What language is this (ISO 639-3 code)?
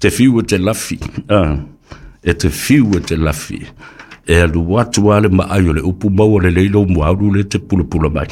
smo